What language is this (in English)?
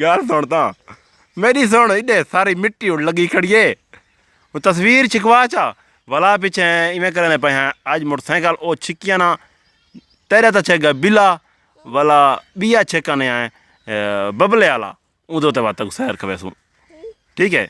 Saraiki